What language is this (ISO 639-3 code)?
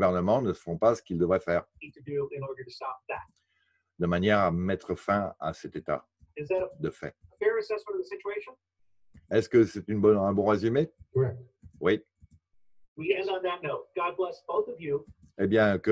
fra